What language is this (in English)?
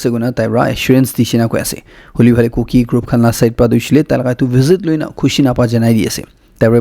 Naga Pidgin